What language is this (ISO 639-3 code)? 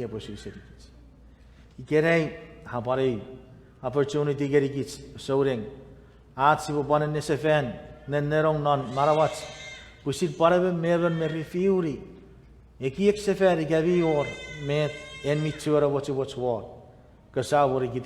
chk